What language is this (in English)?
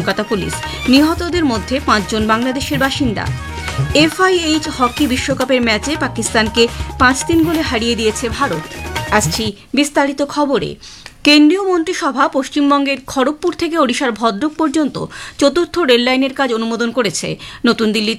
Bangla